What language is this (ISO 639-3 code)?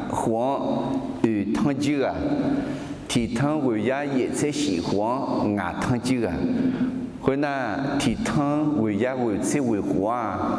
ahk